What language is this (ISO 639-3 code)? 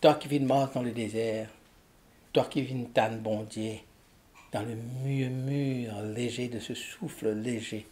mfe